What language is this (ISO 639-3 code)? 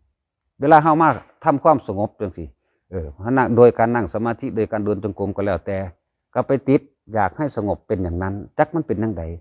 tts